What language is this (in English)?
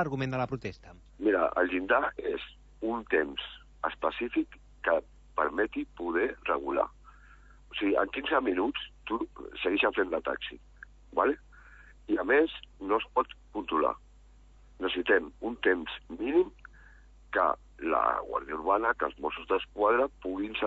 Catalan